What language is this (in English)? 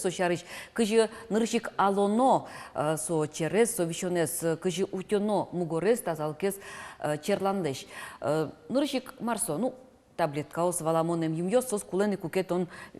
Udmurt